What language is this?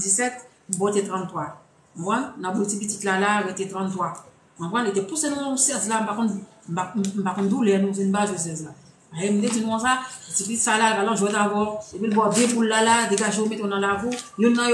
Haitian Creole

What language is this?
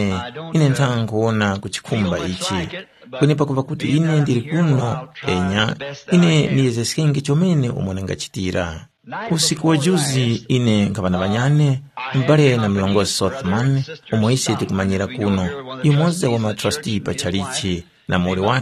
Tumbuka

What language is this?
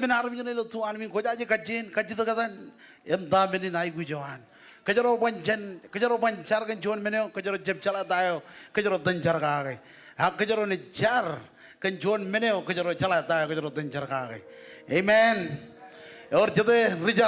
Marshallese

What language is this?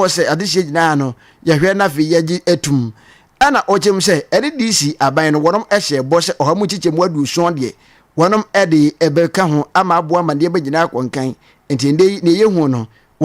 Akan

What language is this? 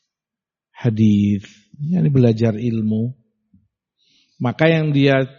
Indonesian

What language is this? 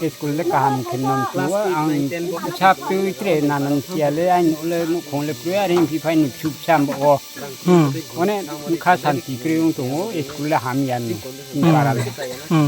Riang (India)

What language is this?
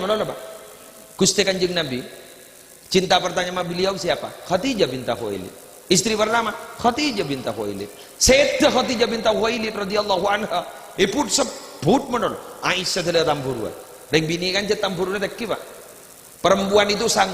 Madurese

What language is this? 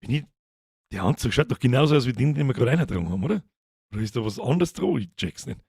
Bavarian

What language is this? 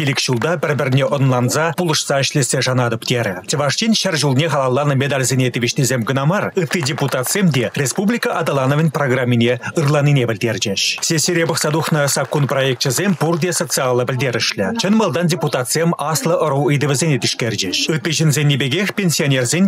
Chuvash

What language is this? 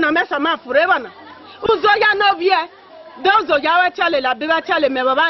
Esan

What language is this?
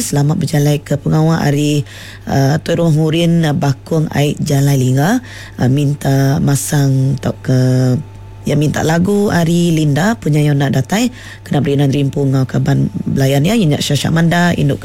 Iban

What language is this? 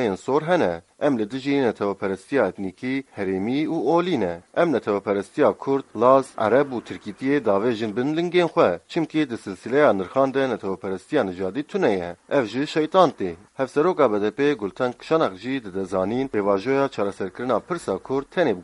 Kurdish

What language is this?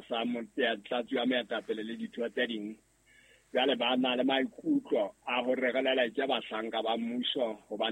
Southern Sotho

